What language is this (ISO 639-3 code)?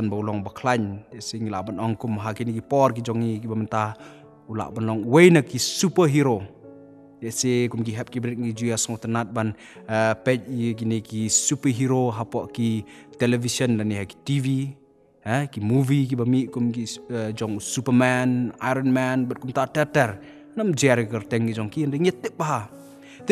kha